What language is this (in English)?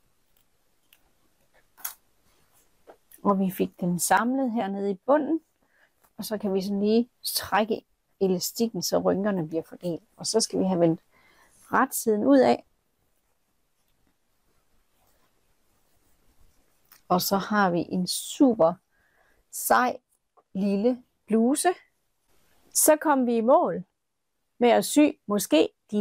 Danish